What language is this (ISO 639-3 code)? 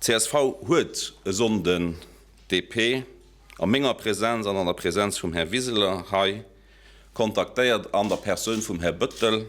ltz